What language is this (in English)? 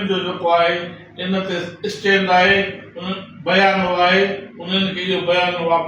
Sindhi